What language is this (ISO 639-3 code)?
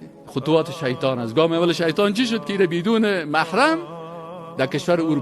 fas